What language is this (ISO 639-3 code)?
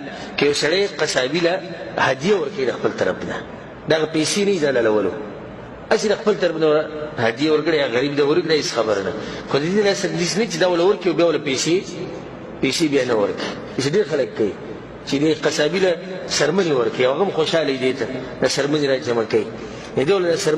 pus